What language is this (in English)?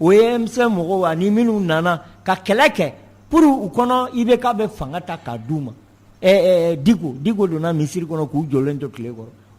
Bambara